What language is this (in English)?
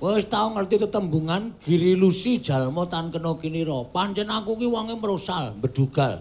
Javanese